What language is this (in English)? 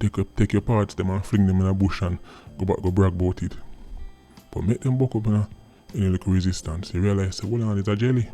Jamaican Creole English